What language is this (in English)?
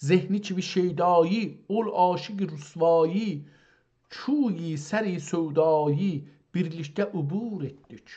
South Azerbaijani